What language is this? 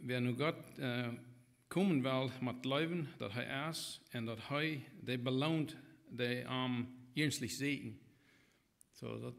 Plautdietsch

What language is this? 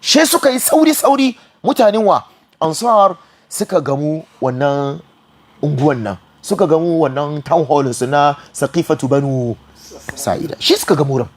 Hausa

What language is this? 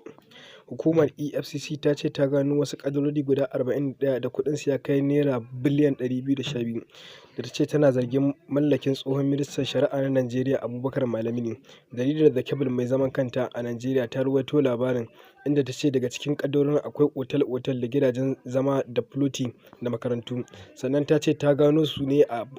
Hausa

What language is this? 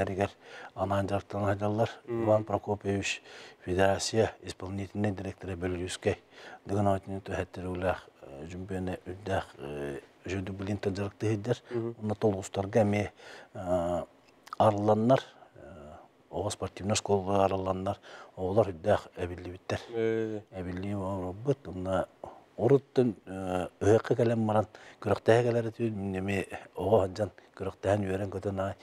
Yakut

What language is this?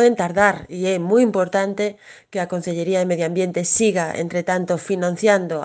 Galician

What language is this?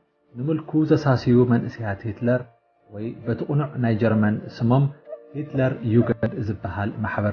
Tigrinya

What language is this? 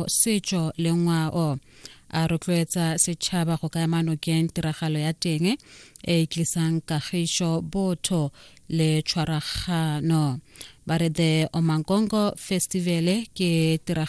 Tswana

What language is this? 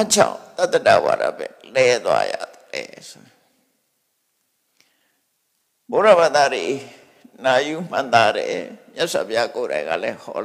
Burmese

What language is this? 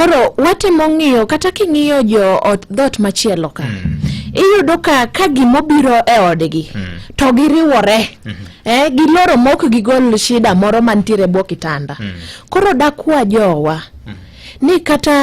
Luo (Kenya and Tanzania)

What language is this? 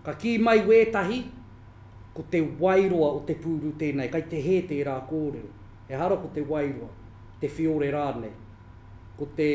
Māori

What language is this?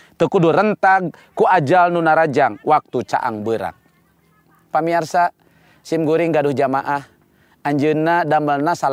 Sundanese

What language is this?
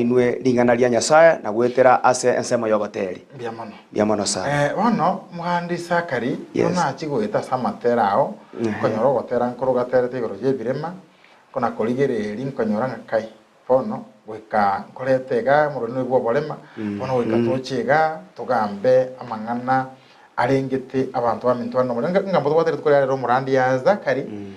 Gusii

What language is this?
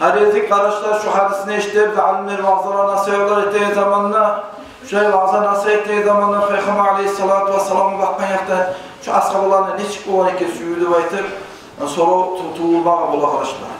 Kumyk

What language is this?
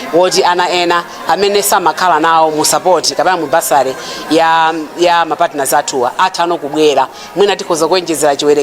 Nyanja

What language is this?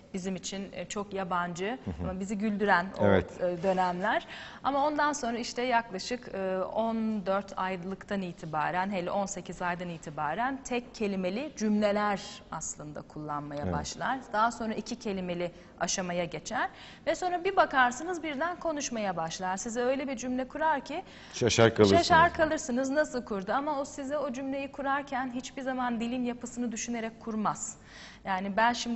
Turkish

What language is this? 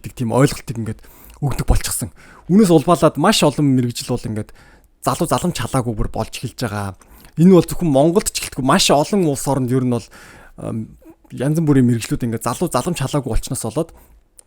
Mongolian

